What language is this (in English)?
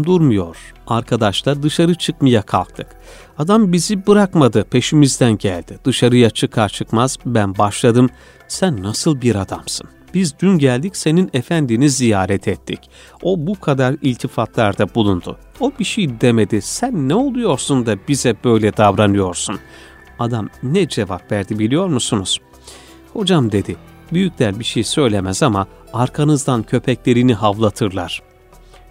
Turkish